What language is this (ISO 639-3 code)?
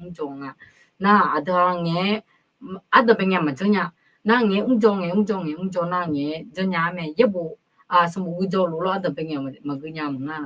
ahk